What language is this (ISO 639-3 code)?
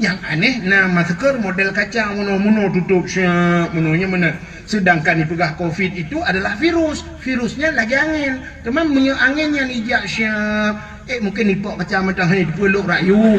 ace